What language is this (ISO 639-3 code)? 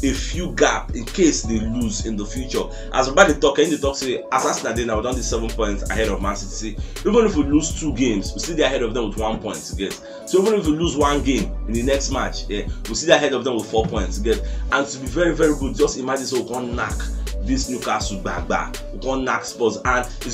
pcm